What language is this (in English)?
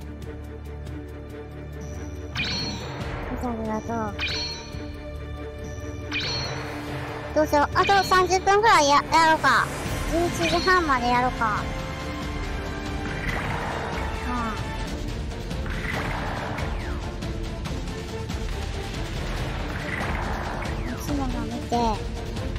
Japanese